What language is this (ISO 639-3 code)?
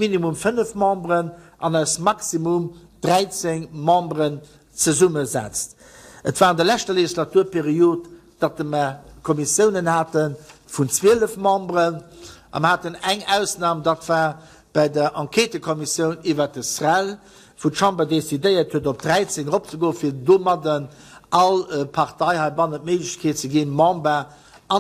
ltz